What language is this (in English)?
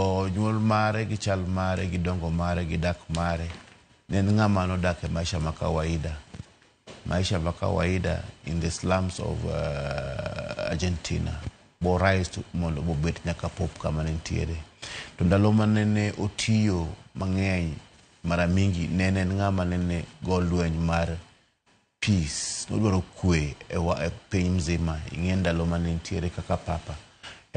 Luo (Kenya and Tanzania)